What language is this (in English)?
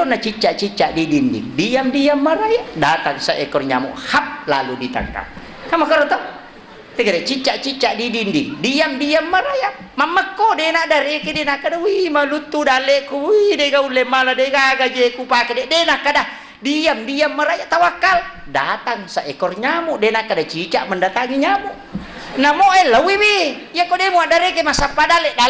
Buginese